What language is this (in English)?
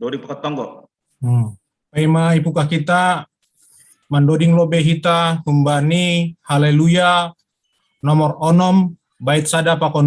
Batak Simalungun